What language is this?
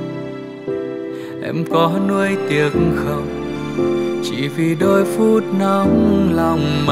Vietnamese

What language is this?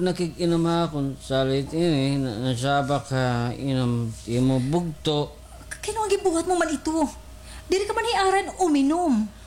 Waray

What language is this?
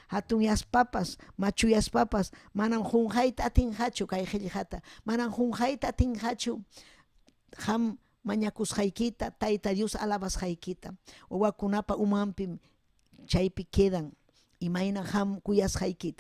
Ayacucho Quechua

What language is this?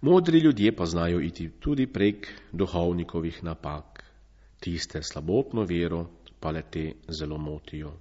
Slovenian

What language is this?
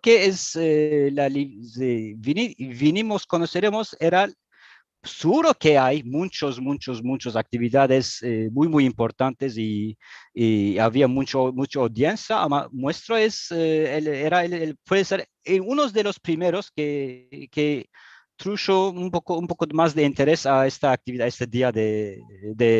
Ladino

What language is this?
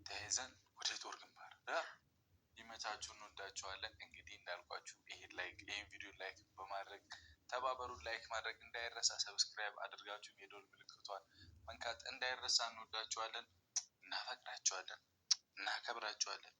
Amharic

